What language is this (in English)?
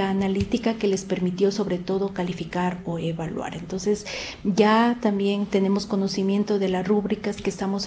Spanish